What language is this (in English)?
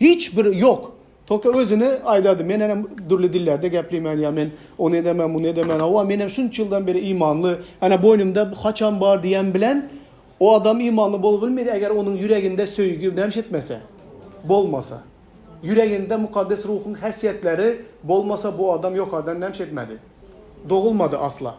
Turkmen